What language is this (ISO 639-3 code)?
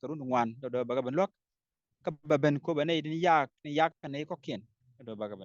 nus